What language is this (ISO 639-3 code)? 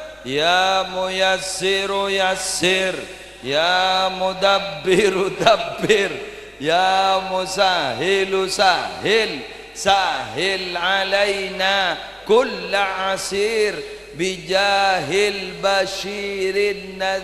mad